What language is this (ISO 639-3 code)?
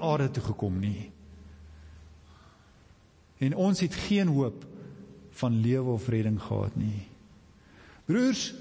afr